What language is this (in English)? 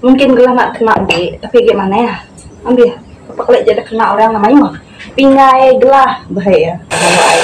Iban